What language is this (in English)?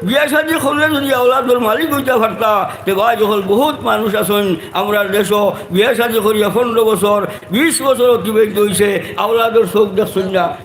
Sylheti